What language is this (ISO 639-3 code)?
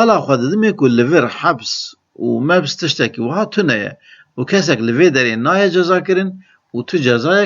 kur